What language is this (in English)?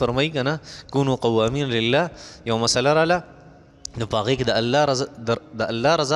Pashto